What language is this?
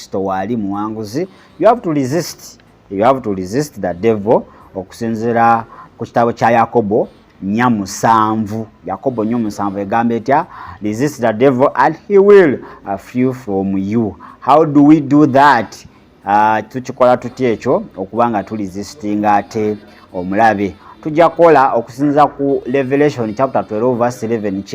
Ganda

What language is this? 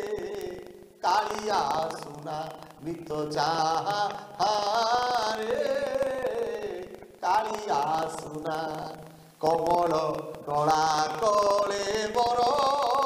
Odia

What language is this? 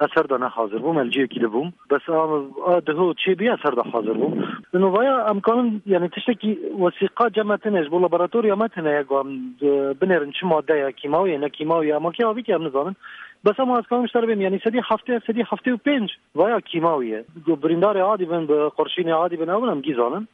Kurdish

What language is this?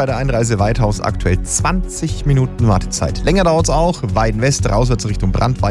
German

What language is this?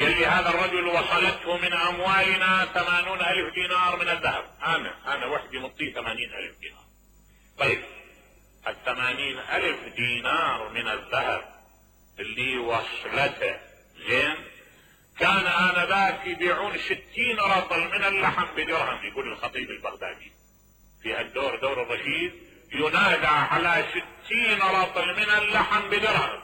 Mesopotamian Arabic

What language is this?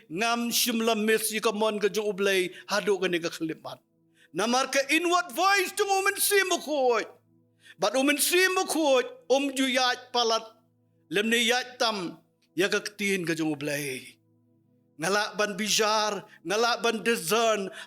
Khasi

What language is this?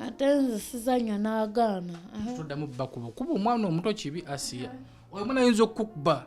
Ganda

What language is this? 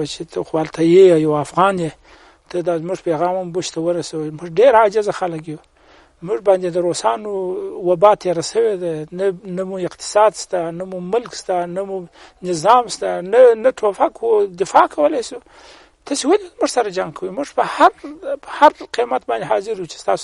Pashto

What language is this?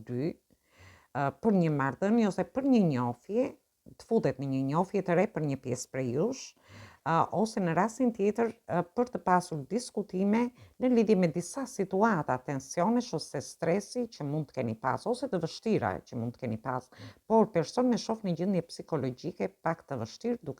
Albanian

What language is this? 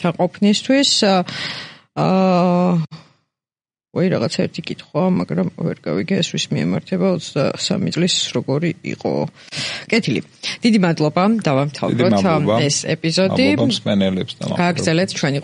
Georgian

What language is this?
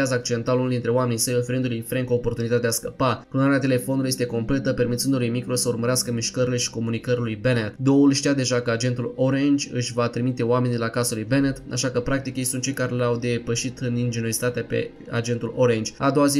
Romanian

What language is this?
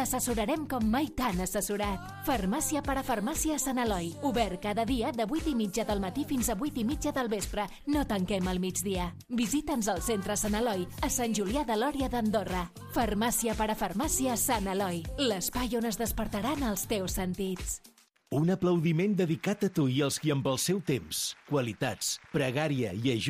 Catalan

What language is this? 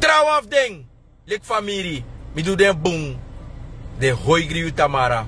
Sranan Tongo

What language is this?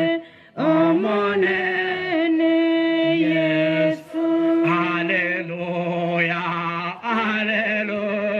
Gusii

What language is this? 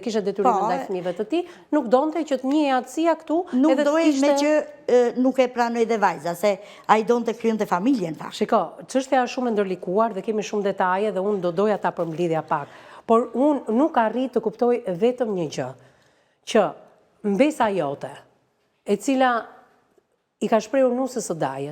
Albanian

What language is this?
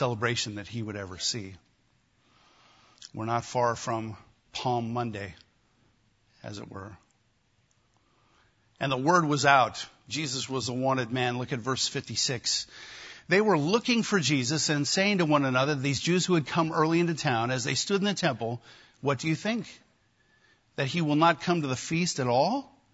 English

